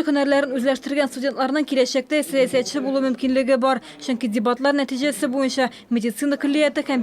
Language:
Tatar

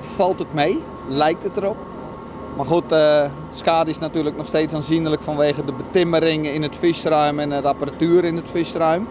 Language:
Western Frisian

